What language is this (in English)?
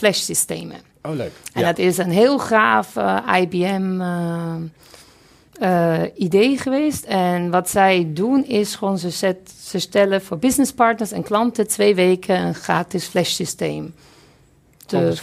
Dutch